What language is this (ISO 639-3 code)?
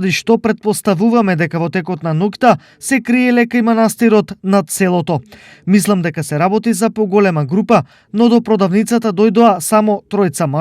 mkd